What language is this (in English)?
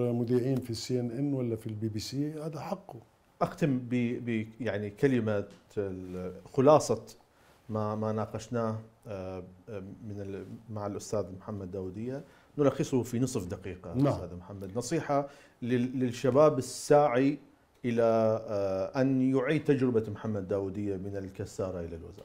Mesopotamian Arabic